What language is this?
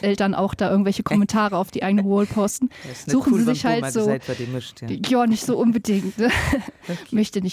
Luxembourgish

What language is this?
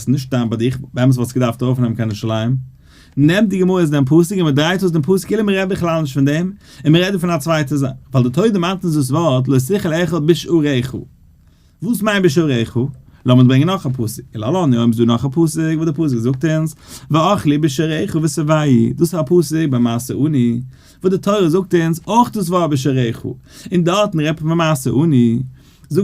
Yiddish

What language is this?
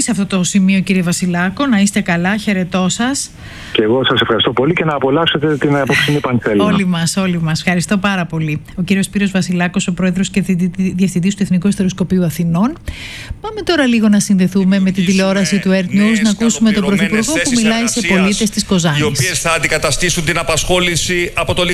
Greek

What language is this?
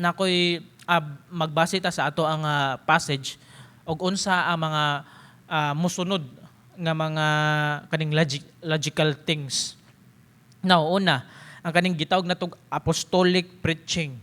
Cebuano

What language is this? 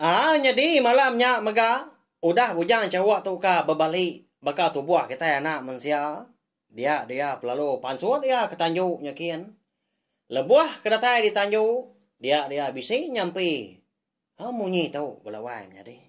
Iban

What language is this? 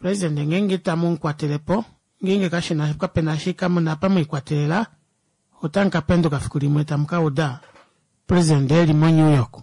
Kuanyama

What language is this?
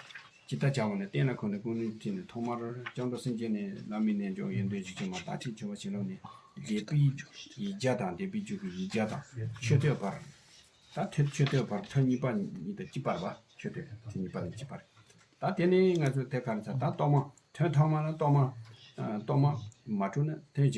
Tibetan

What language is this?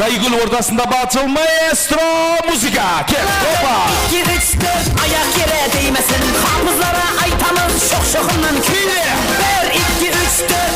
Kara-Kalpak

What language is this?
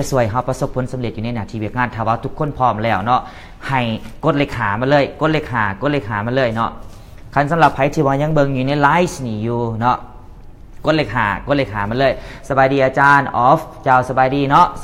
Lao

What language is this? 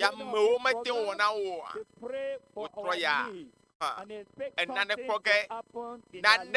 Ewe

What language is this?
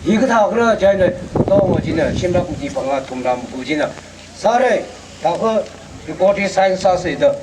Tangkhul Naga (India)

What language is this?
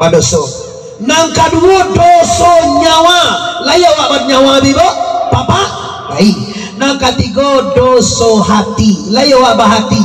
Minangkabau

